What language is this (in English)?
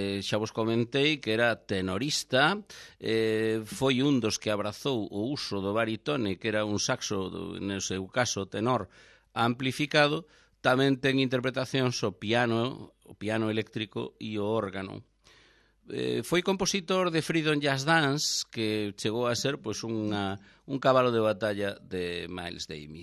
Galician